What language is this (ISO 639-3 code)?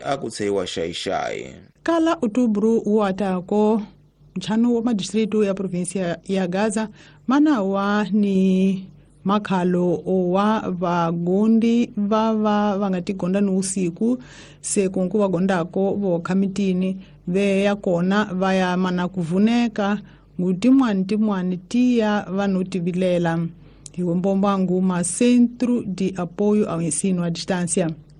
tso